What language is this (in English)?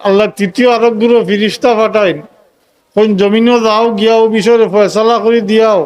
Sylheti